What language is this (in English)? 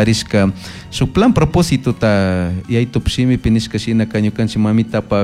Chimborazo Highland Quichua